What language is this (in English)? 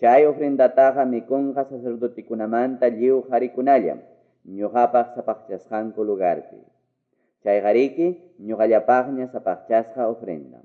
Quechua